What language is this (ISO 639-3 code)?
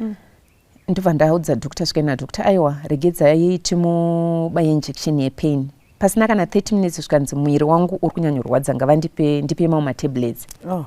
sna